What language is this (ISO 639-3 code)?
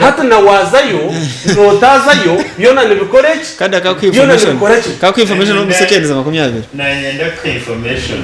nyn